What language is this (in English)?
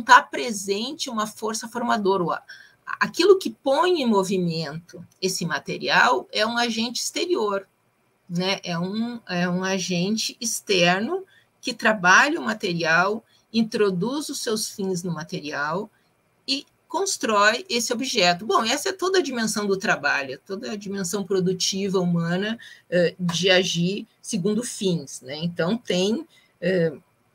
Portuguese